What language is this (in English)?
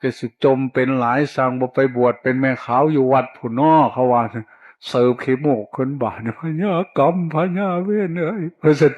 Northeastern Thai